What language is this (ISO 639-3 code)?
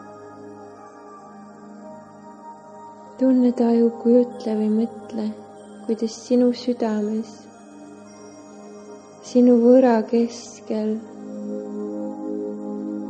est